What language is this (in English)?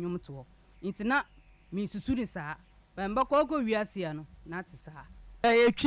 Akan